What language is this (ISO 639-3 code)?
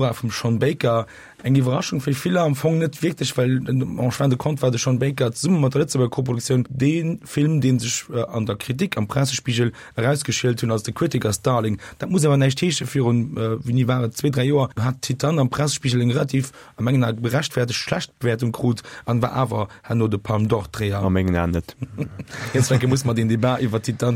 ltz